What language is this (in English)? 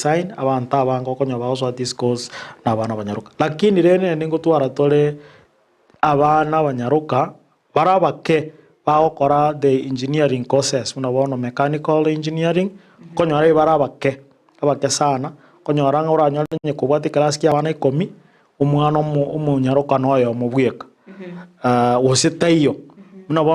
Gusii